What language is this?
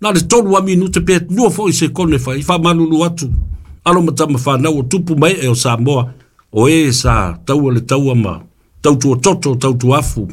Samoan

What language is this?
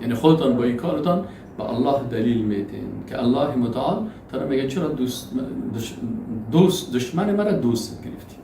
Persian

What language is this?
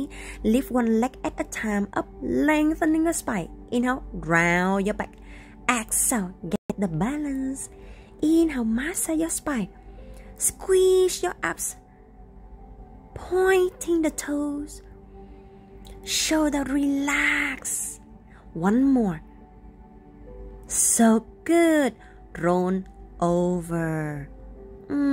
English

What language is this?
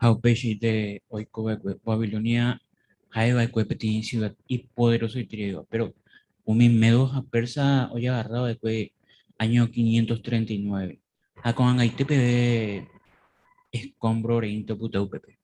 Guarani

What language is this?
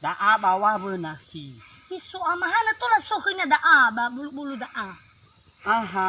Nias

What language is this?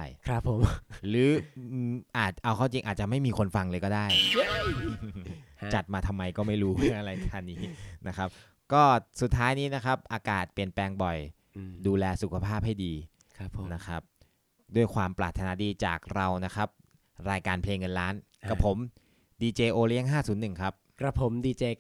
Thai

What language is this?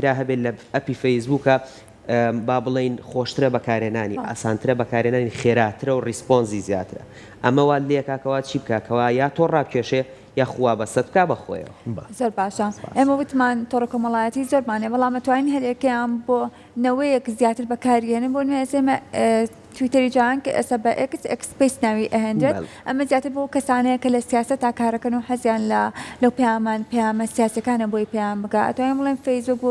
Central Kurdish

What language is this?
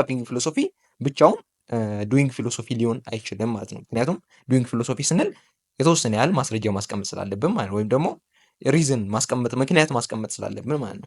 Amharic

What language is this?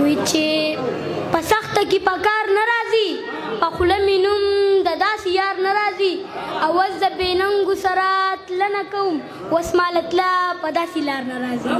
Pashto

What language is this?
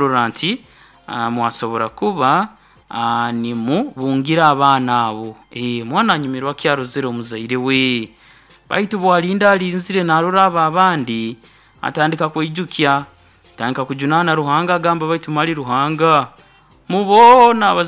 Nyoro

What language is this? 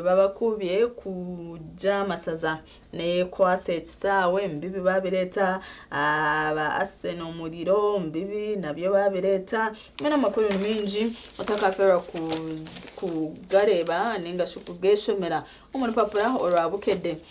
Nyankole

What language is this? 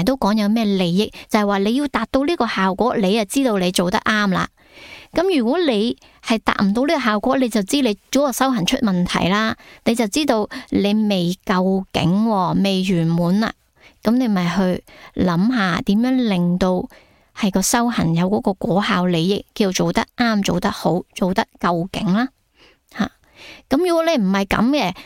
Cantonese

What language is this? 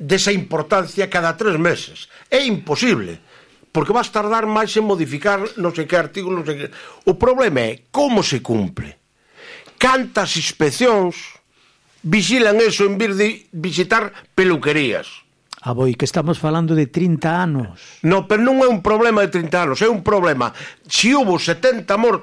Galician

